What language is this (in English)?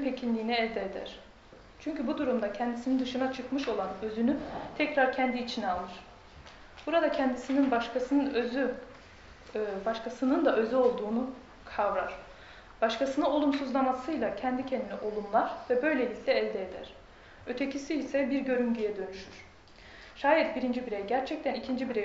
Turkish